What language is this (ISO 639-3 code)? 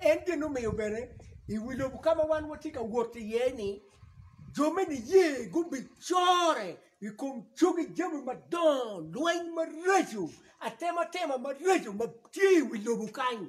ach